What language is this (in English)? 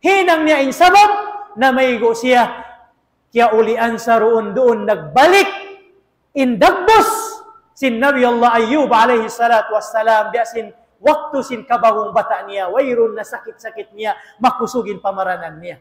Tausug